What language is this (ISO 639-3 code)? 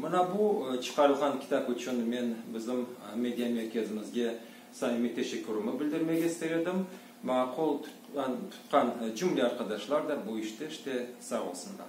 crh